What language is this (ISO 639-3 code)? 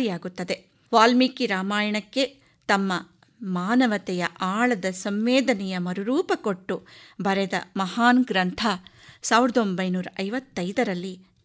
kan